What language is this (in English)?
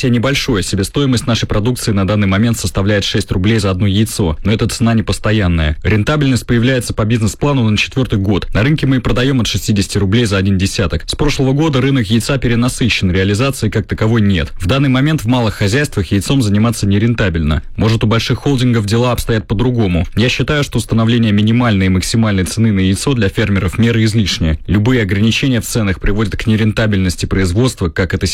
Russian